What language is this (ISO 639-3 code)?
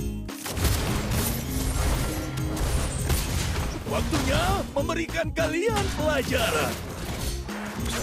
ind